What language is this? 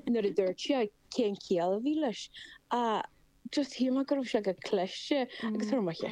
Irish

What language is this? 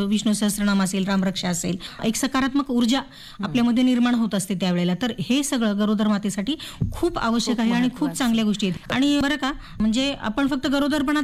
Marathi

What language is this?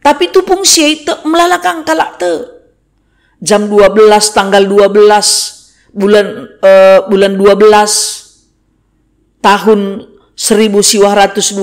Batak Karo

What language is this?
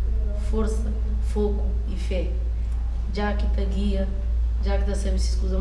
Kabuverdianu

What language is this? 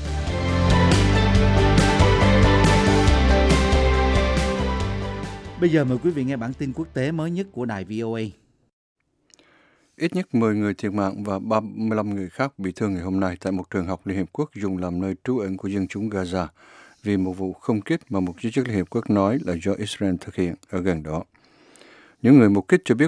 Vietnamese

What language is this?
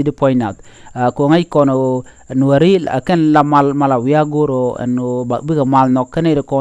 Nuer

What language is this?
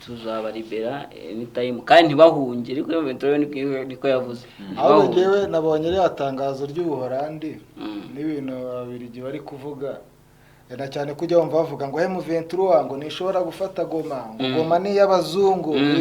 Kinyarwanda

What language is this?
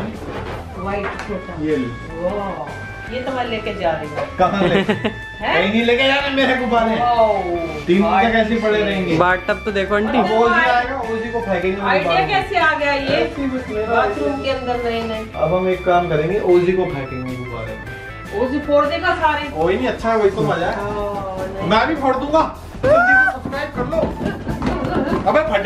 Hindi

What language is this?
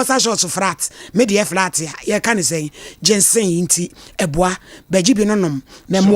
Akan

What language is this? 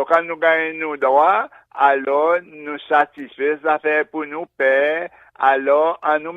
Seselwa Creole French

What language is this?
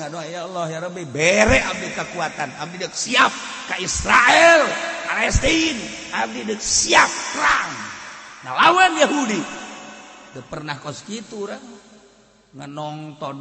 Sundanese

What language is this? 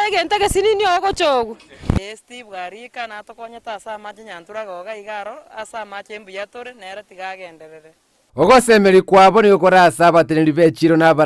Gusii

